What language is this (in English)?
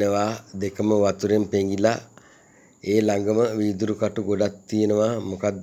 Sinhala